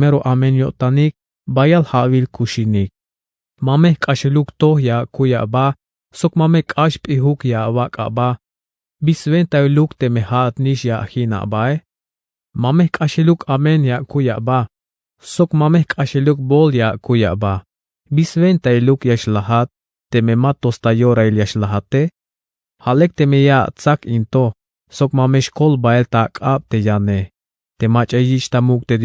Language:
Tzeltal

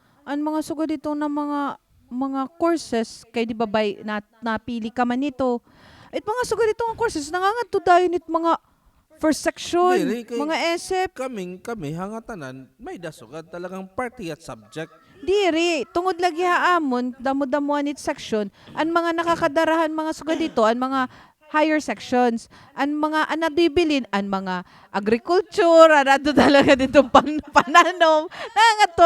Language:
Waray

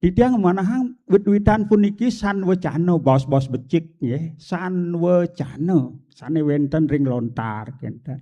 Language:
Balinese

